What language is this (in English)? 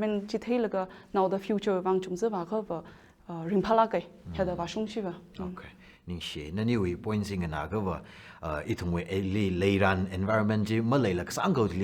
Tangkhul Naga (India)